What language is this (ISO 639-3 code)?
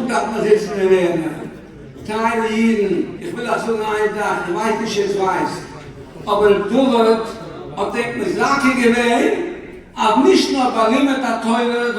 yid